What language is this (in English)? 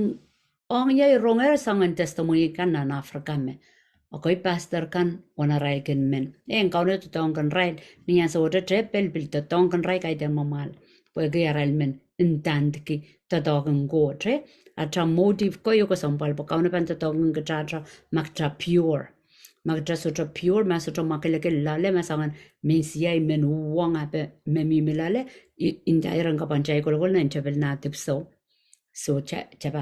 Pohnpeian